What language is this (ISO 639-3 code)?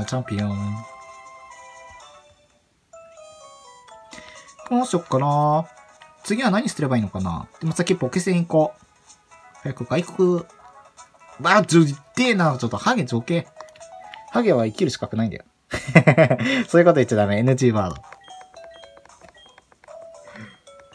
jpn